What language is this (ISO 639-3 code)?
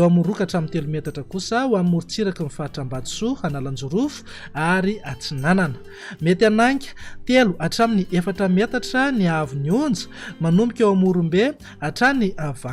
mlg